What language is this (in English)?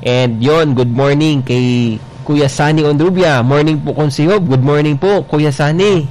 Bikol